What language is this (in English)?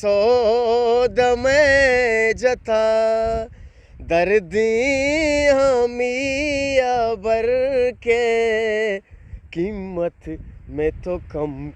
Eastern Balochi